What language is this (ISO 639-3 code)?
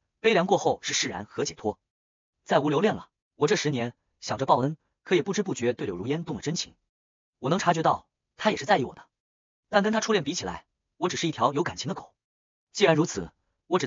zho